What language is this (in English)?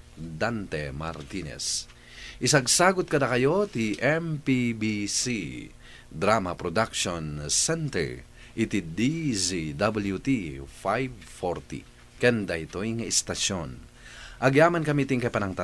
Iloko